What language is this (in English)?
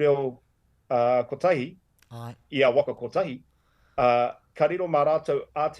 Māori